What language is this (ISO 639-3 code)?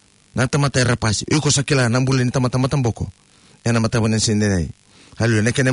fij